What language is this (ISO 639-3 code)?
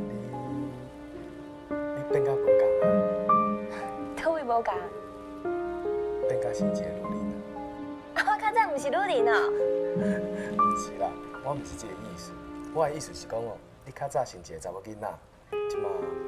nan